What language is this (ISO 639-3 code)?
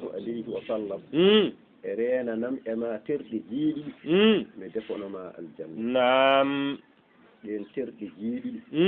ful